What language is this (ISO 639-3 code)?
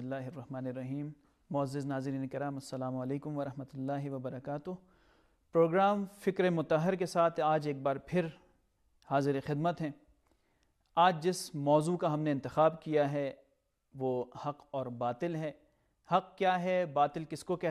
urd